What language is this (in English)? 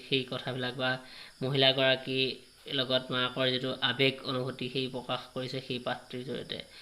Assamese